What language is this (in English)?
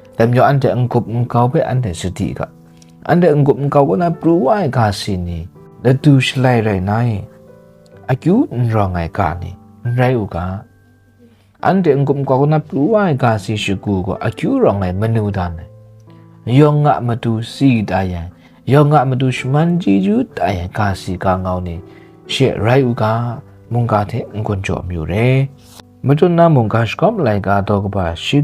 Kachin